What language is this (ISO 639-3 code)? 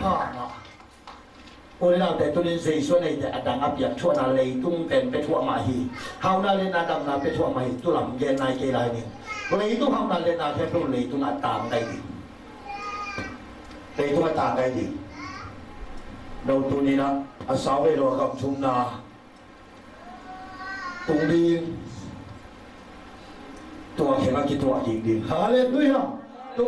tha